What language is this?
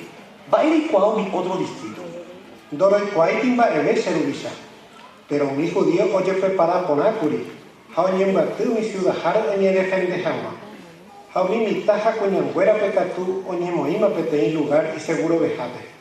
Guarani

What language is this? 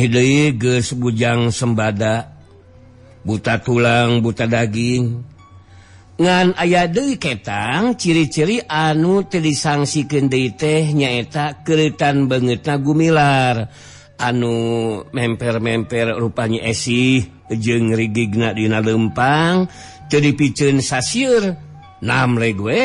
Sundanese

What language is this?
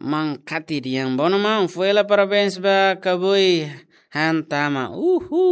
Tetum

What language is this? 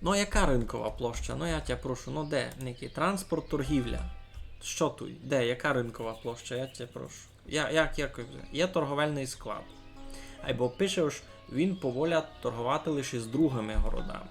Rusyn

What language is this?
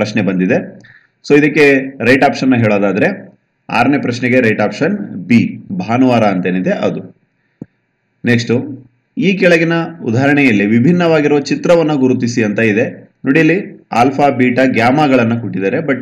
Kannada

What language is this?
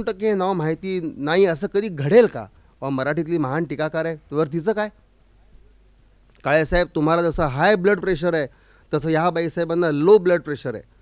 Marathi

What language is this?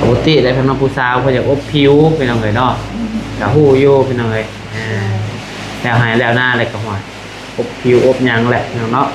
Lao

